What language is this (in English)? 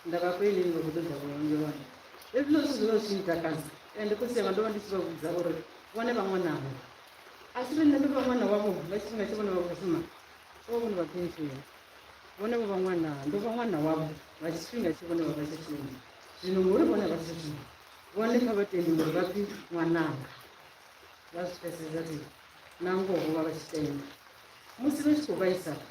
Venda